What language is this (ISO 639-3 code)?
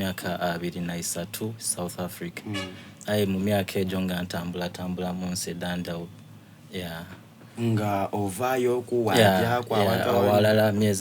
xog